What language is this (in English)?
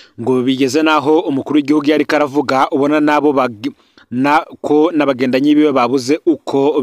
Rundi